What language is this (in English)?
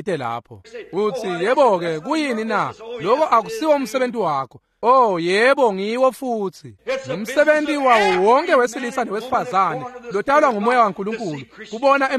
Swati